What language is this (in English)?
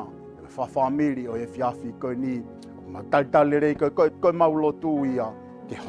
Tongan